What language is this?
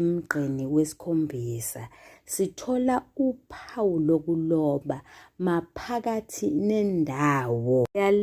Zulu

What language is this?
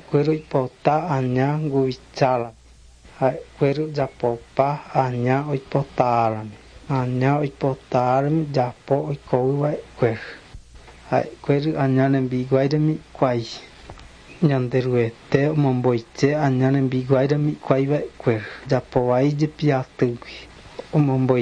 Guarani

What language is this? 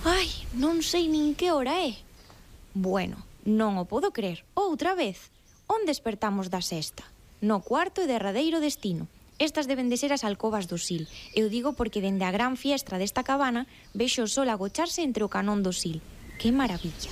Galician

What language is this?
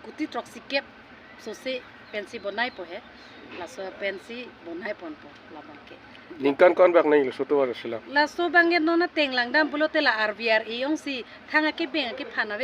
Karbi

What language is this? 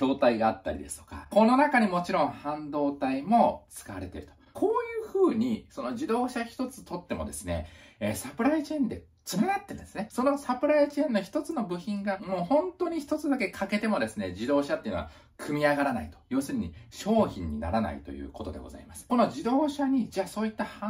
Japanese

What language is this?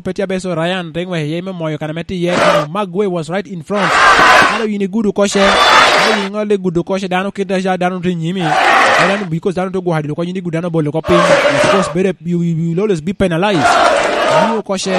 Lango (Uganda)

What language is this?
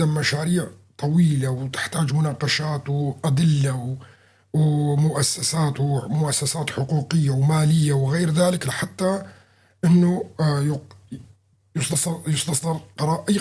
North Levantine Arabic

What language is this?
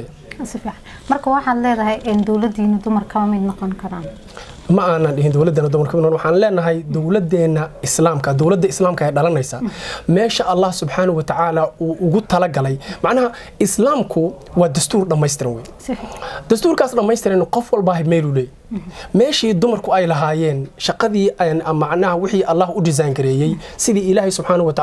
Somali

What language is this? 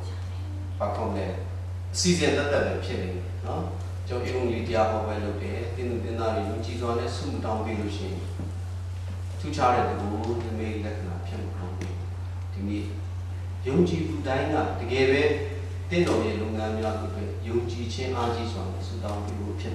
Burmese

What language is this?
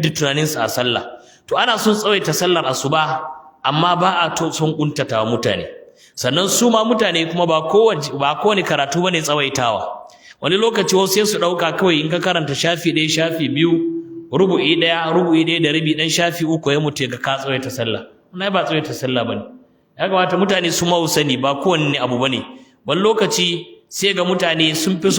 Hausa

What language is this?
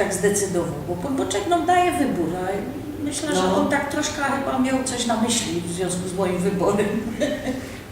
Silesian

